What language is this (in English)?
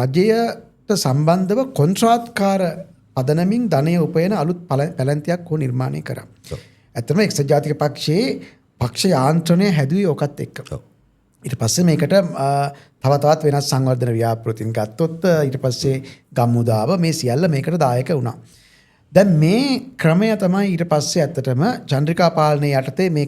Sinhala